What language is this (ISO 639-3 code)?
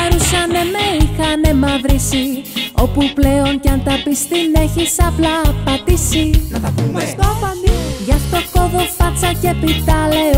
ell